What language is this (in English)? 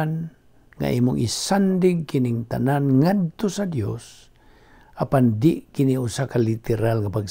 Cebuano